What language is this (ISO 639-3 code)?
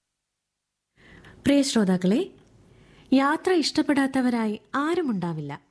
mal